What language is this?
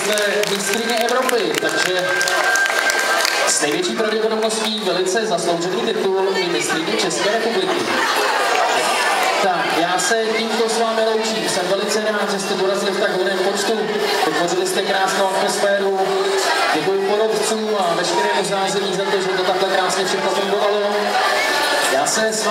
Czech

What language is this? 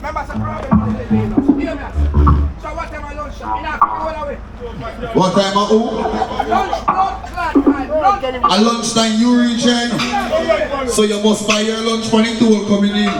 Jamaican Creole English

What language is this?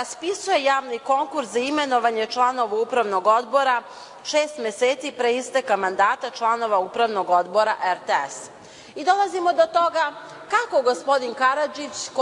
Serbian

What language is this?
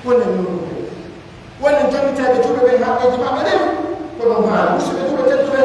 Pular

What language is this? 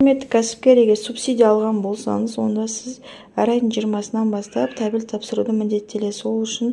Kazakh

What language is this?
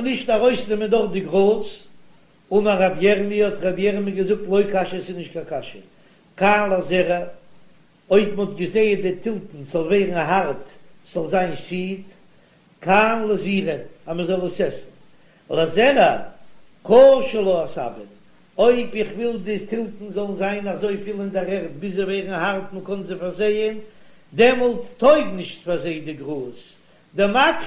Yiddish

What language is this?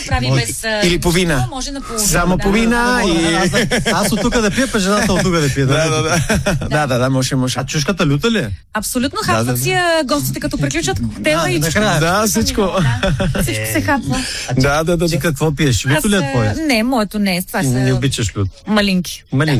Bulgarian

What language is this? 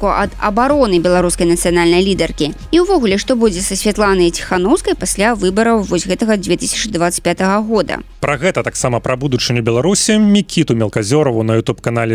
Belarusian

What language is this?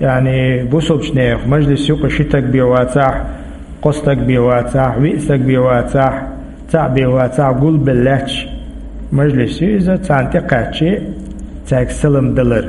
Chechen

